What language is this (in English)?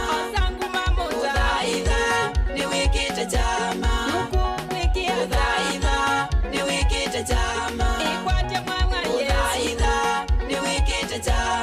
Kamba